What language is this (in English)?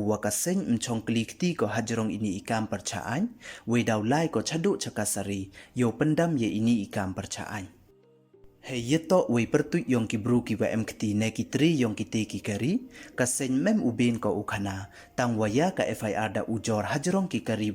Pnar